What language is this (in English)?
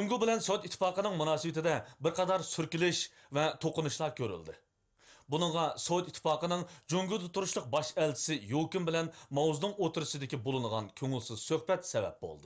Uyghur